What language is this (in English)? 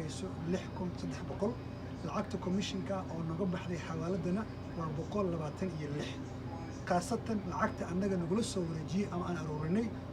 Somali